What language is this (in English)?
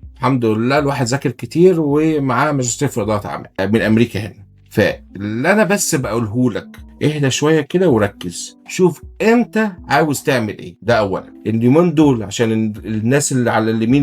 Egyptian Arabic